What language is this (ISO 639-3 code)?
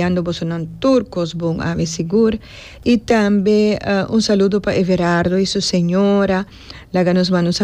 pap